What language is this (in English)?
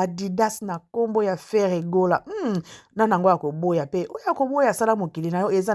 Lingala